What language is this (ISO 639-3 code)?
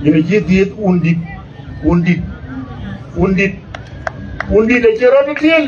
din